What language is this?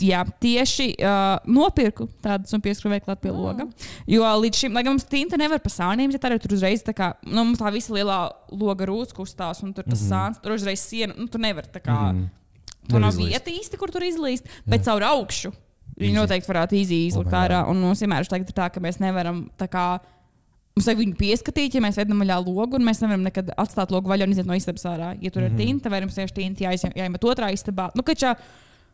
Latvian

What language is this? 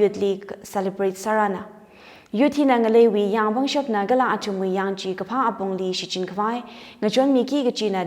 Tangkhul Naga (India)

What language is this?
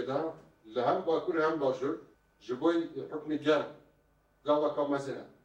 Kurdish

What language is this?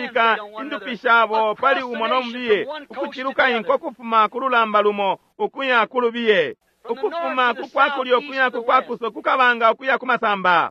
Bemba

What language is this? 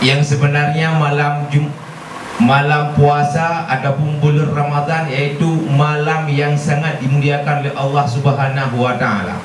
Achinese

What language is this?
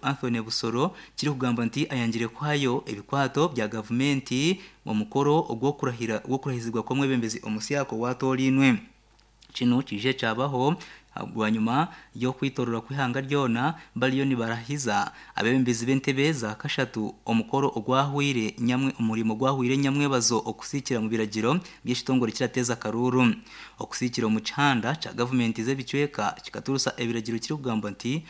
Nyankole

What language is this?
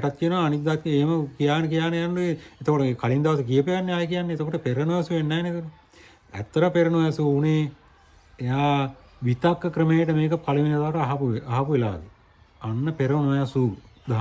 Sinhala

